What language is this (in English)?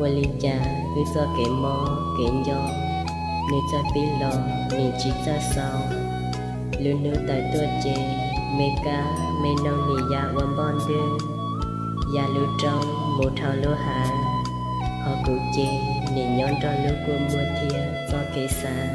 Hmong